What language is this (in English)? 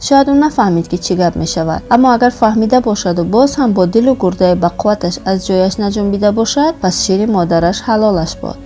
Tajik